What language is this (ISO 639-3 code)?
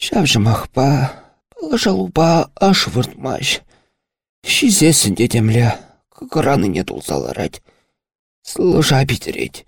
chv